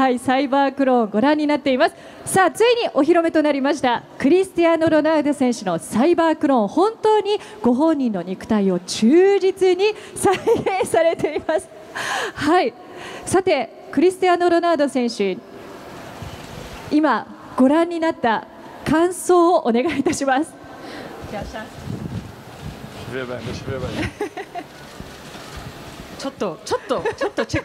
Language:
Japanese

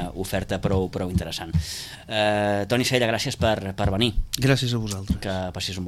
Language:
Catalan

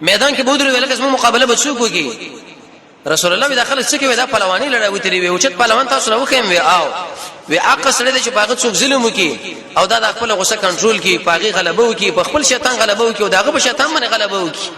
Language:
Pashto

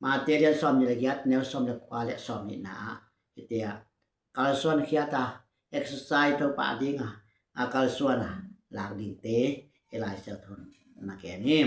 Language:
Tedim Chin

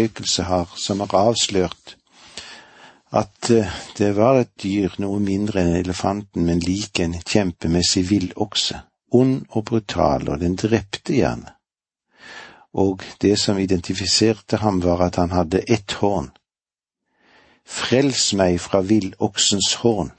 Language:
Norwegian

